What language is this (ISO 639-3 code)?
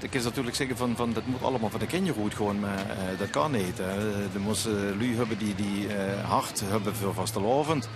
lim